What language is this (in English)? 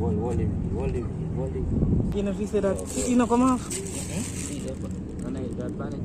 Jamaican Creole English